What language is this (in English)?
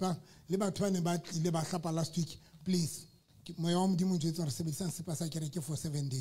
Southern Sotho